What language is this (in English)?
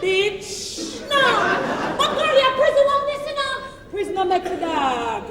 Jamaican Creole English